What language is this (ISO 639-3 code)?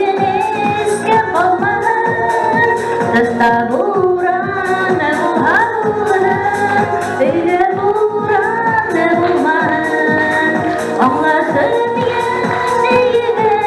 bak